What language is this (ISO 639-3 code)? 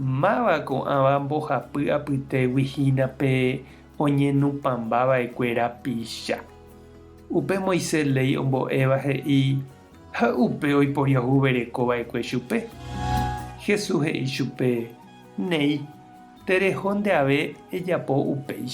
grn